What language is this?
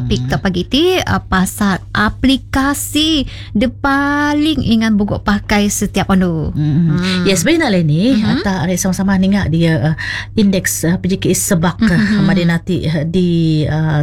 Malay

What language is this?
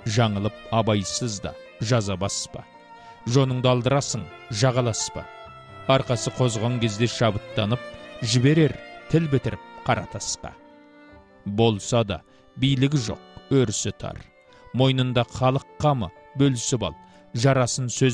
Kazakh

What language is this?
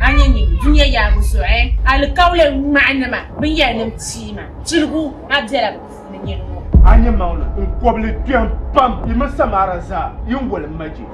Dagbani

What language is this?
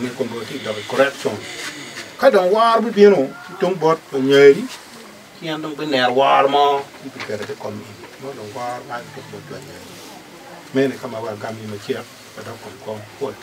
Acoli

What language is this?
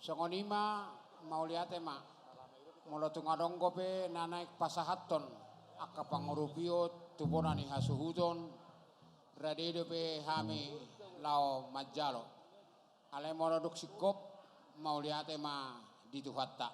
Batak Toba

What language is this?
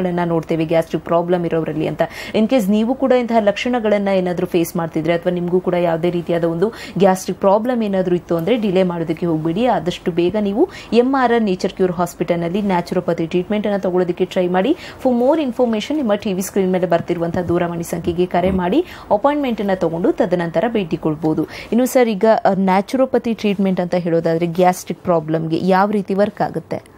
Kannada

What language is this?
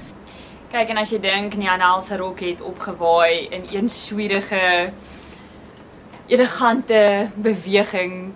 Afrikaans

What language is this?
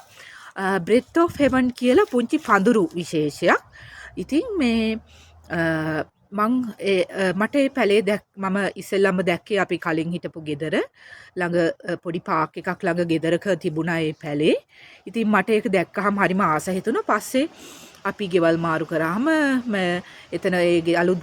Sinhala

